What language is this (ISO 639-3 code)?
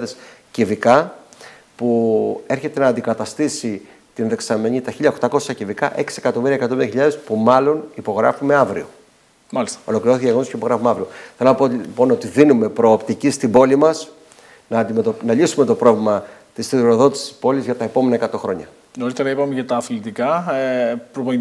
ell